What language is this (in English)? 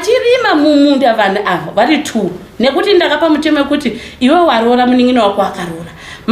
Shona